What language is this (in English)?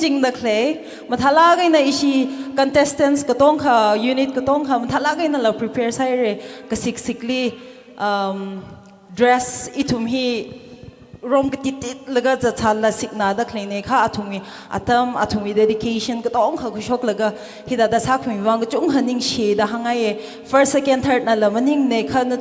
Tangkhul Naga (India)